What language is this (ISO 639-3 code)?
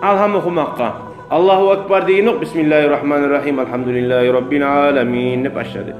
kum